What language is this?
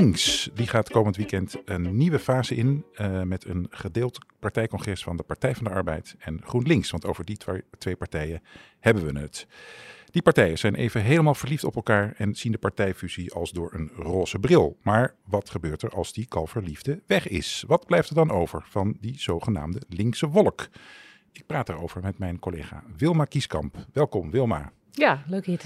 Dutch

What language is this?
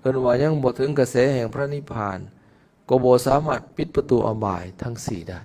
Lao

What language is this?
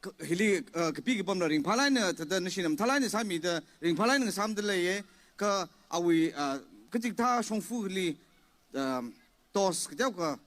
Tangkhul Naga (India)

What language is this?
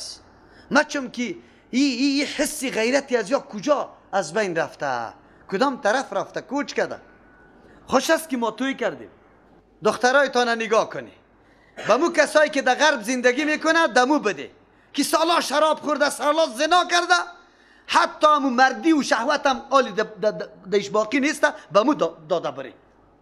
Persian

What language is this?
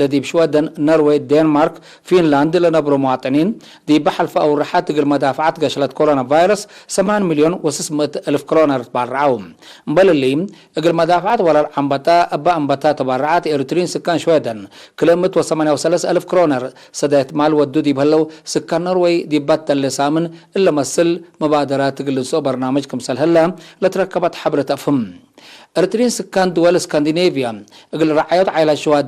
Tigre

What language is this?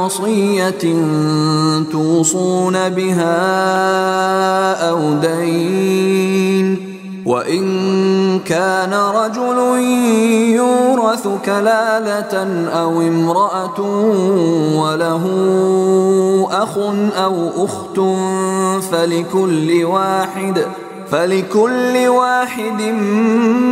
Arabic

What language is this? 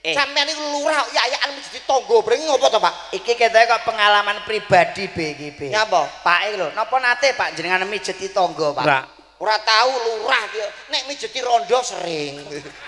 Javanese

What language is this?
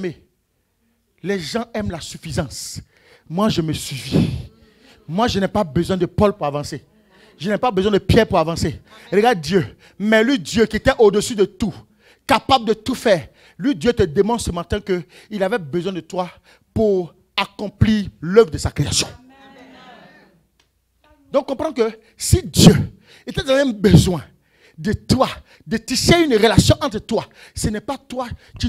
French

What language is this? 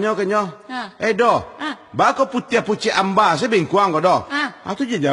Minangkabau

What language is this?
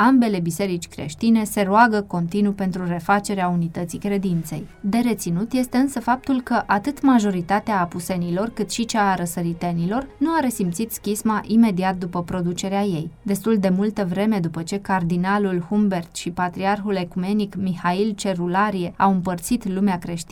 Romanian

